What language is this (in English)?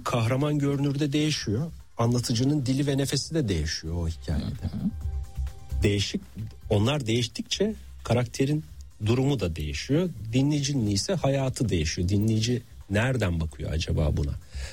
Turkish